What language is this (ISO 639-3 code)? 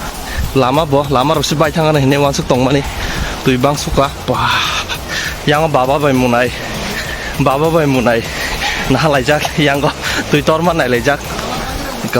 trp